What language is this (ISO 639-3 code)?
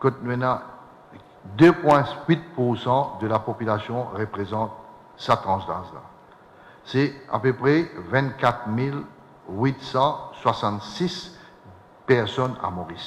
mfe